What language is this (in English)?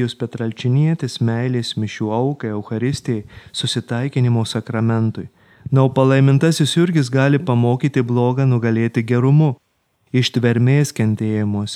Lithuanian